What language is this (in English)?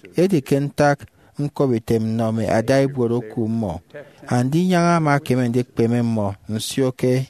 Efik